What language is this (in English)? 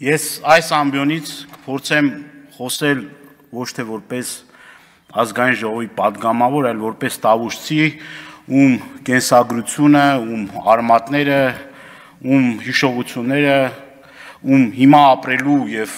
Armenian